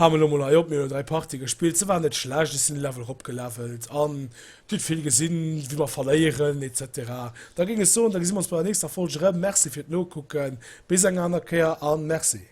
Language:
Luxembourgish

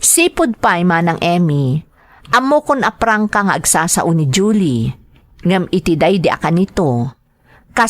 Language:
Iloko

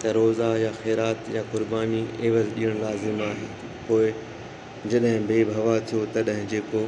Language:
Sindhi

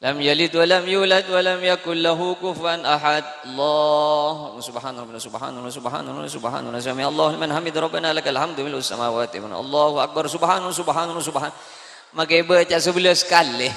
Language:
Madurese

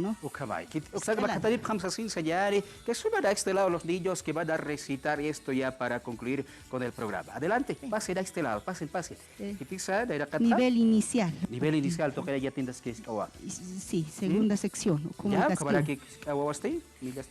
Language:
Aymara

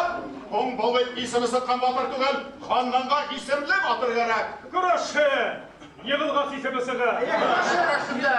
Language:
Bashkir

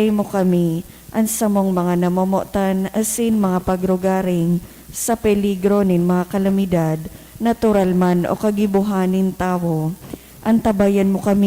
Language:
Bikol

